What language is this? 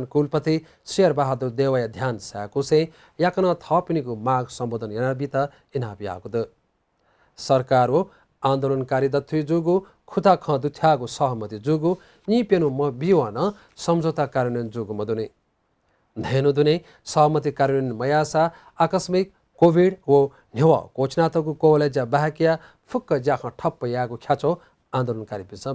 Newari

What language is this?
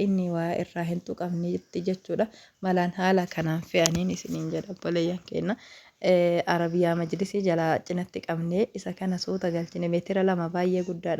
Oromo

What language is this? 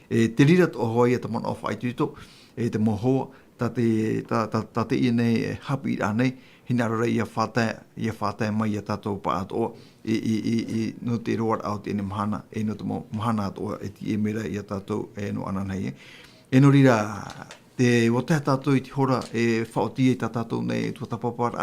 Tahitian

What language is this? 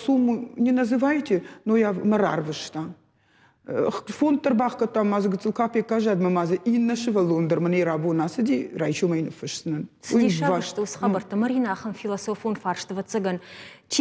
Ossetic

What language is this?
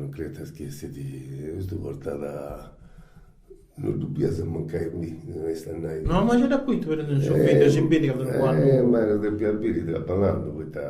Sardinian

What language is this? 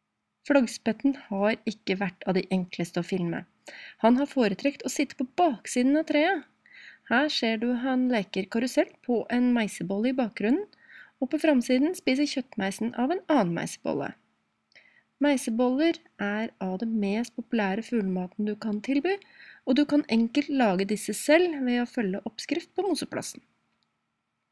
Norwegian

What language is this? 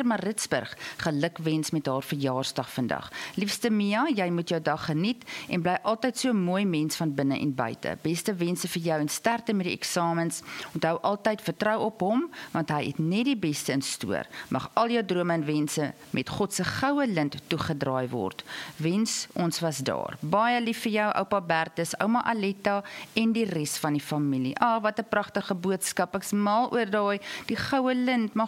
Afrikaans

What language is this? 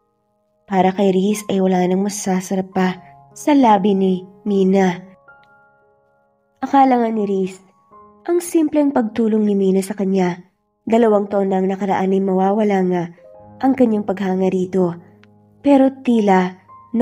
Filipino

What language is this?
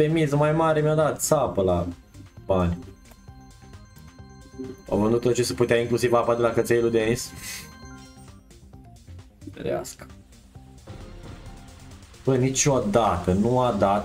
Romanian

